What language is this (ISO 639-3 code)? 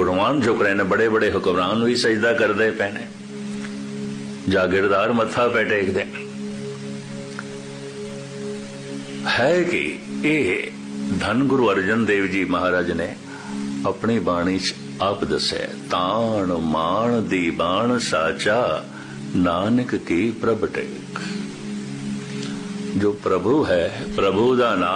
pan